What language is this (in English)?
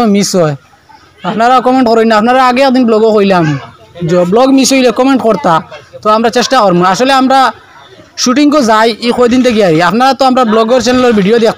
Sylheti